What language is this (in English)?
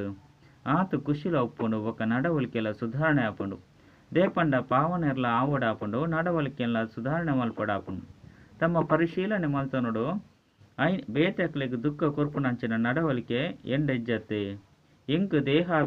Tulu